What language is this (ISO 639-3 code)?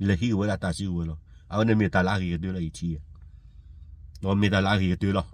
ksw